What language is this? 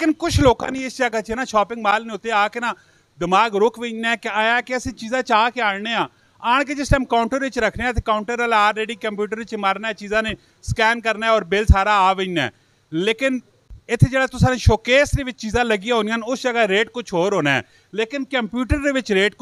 Punjabi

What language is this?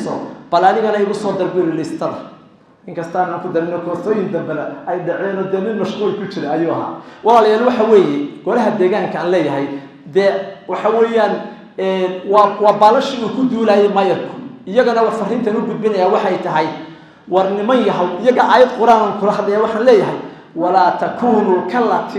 Somali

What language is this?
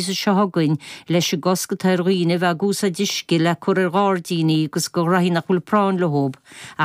Irish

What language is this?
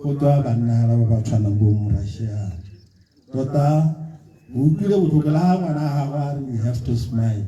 Tswana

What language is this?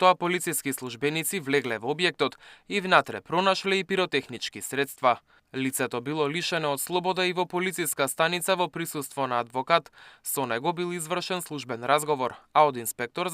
Macedonian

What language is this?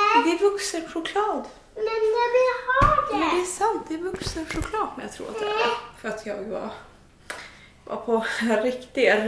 Swedish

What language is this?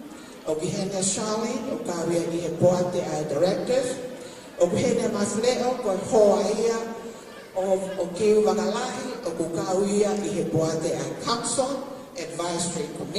Tongan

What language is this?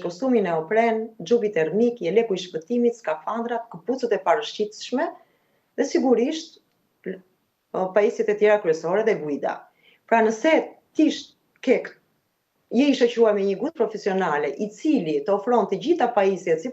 Albanian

